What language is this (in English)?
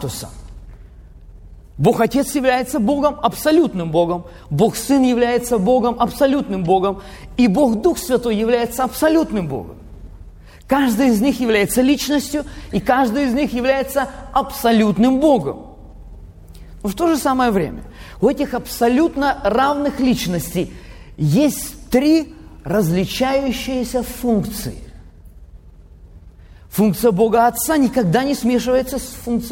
Russian